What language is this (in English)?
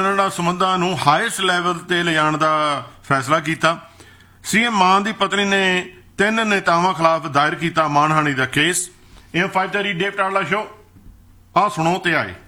Punjabi